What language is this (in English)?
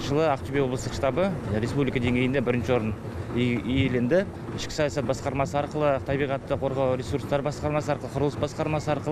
Kazakh